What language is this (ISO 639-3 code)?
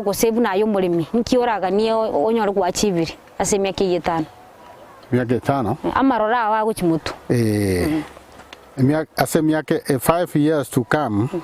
guz